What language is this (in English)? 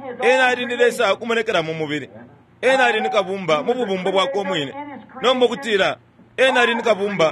Bemba